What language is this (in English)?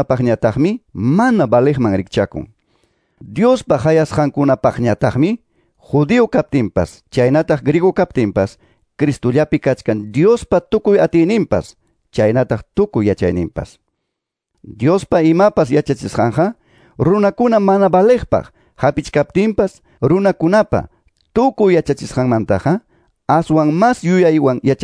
Quechua